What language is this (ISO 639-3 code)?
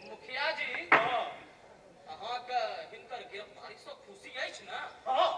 mai